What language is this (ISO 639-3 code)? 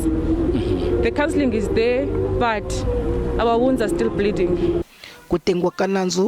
tso